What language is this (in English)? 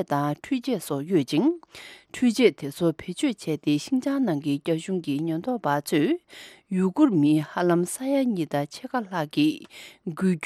Tibetan